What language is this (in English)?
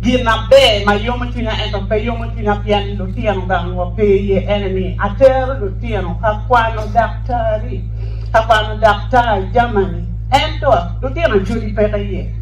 Acoli